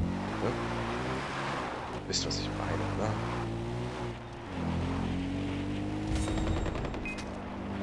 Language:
German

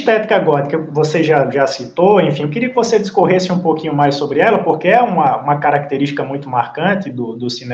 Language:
Portuguese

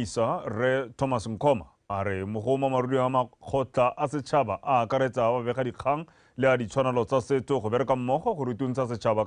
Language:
Tswana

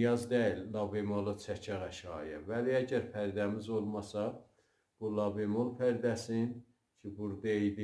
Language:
South Azerbaijani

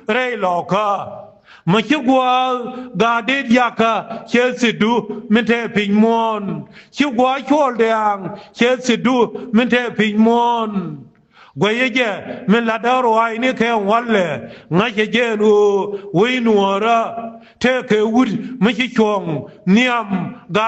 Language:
Nuer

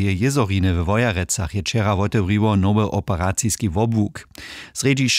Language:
Upper Sorbian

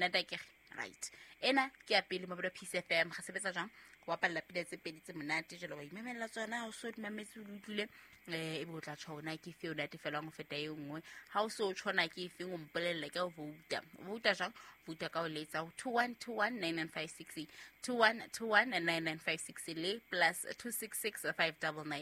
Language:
Southern Sotho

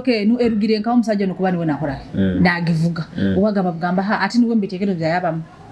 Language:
Nyoro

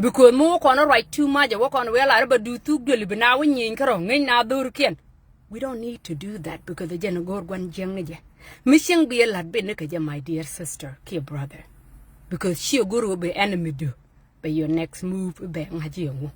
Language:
Nuer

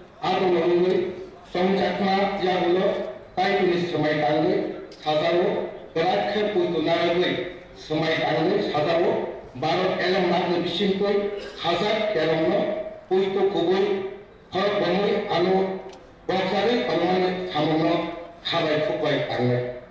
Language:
Kok Borok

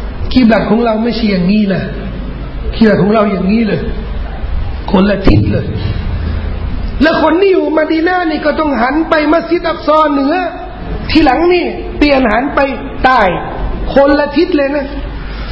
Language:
Thai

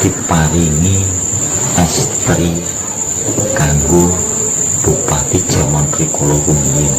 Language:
Javanese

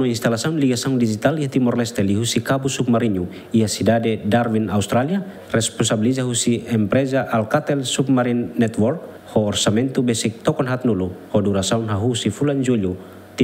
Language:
Tetum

